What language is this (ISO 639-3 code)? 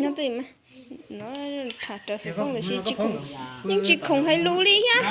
hmn